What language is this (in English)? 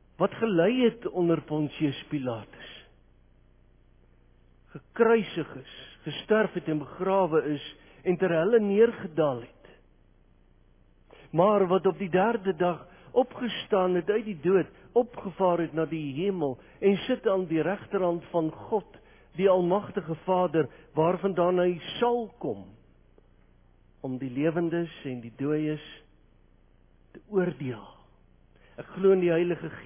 Afrikaans